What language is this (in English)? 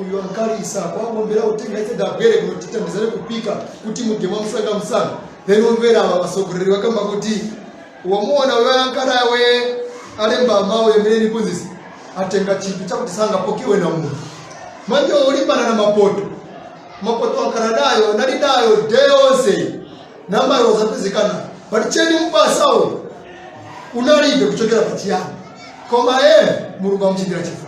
Nyanja